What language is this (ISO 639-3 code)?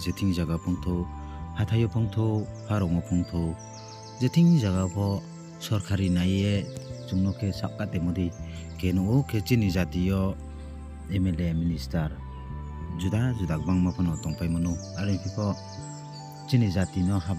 ria